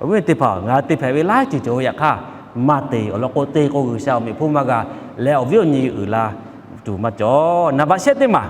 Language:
Lahu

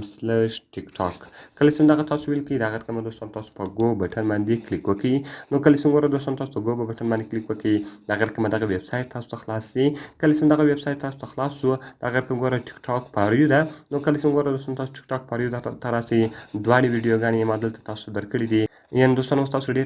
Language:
Pashto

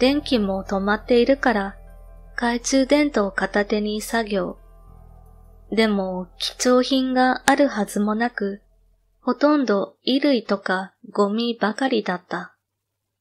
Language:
Japanese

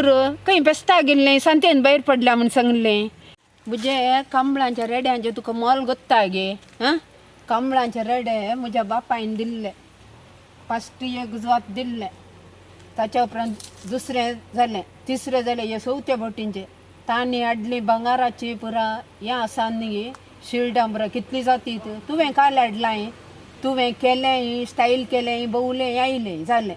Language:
Konkani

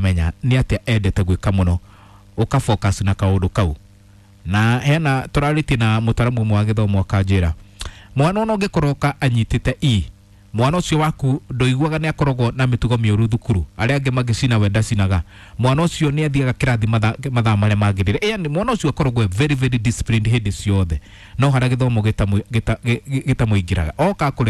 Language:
Kikuyu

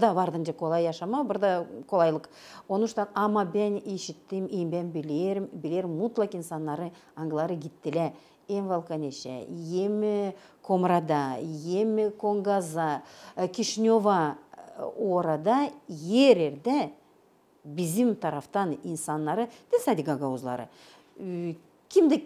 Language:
Gagauz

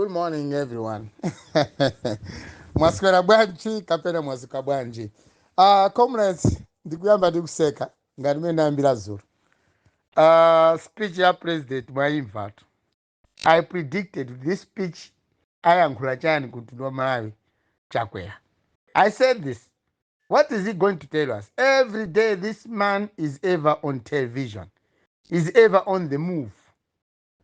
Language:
Nyanja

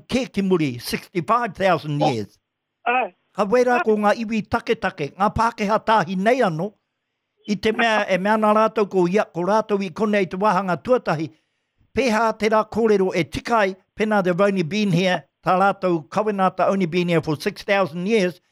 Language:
Māori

